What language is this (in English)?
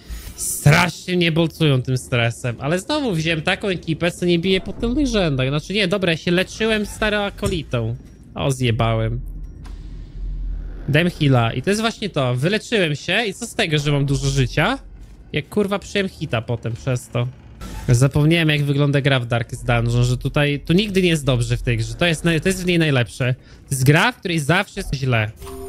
Polish